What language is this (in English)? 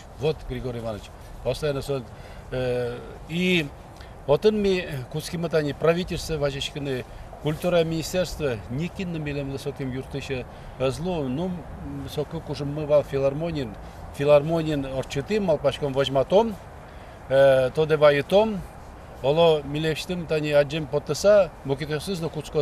Udmurt